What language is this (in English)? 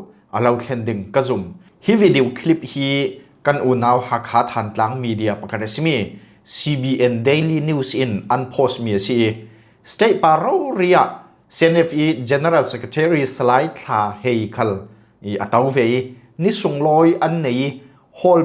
Falam Chin